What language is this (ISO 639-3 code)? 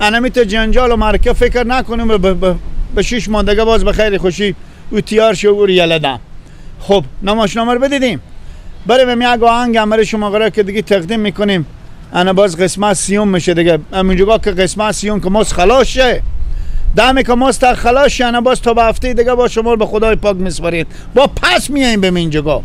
fas